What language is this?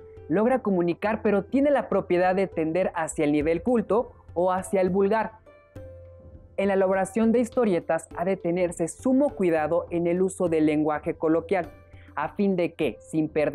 Spanish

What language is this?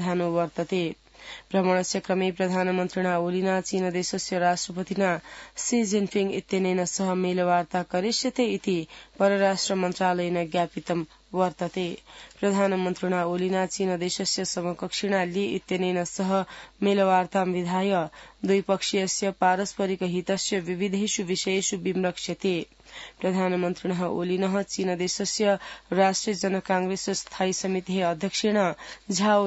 Sanskrit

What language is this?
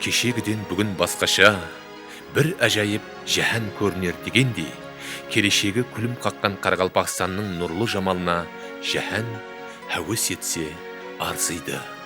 Kara-Kalpak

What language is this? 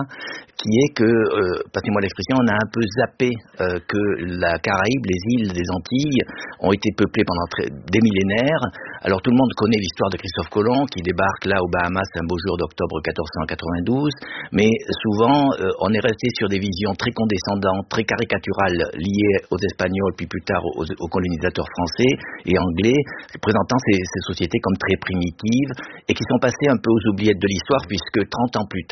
French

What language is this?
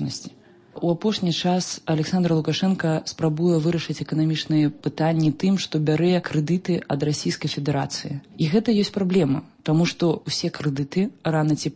Belarusian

